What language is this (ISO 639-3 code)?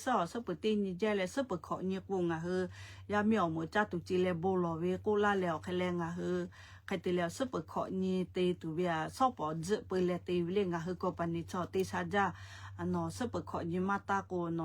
lhu